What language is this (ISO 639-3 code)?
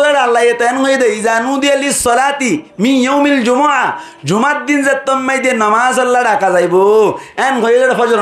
rhg